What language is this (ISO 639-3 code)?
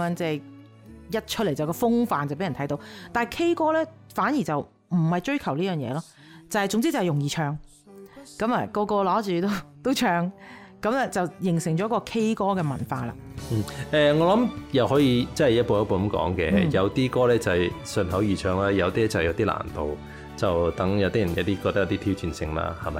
yue